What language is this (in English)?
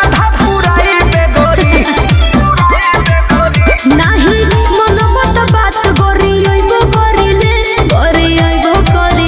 Bhojpuri